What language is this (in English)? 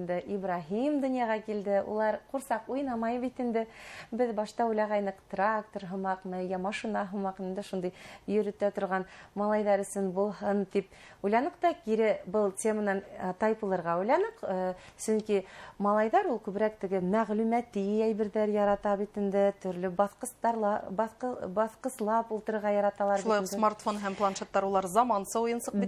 Bashkir